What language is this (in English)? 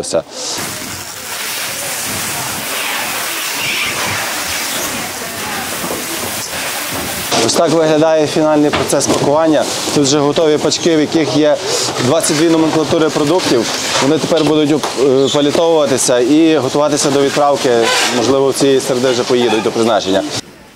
Ukrainian